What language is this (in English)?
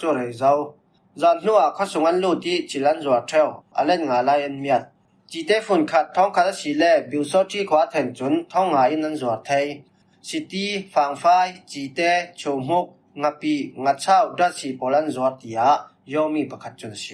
Falam Chin